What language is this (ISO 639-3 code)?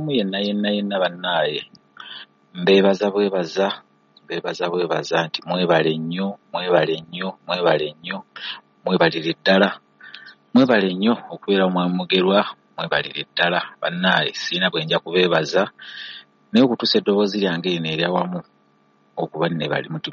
lug